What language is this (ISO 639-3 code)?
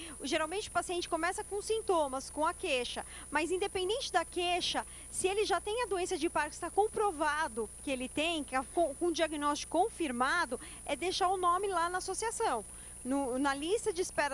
por